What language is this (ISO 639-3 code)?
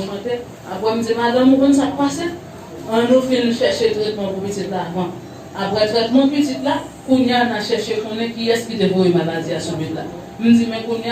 hat